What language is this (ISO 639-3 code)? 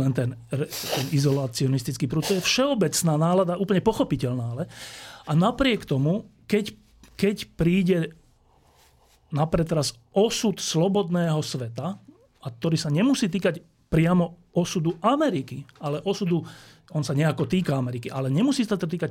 slk